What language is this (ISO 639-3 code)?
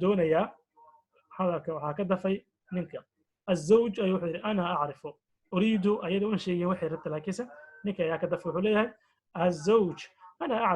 som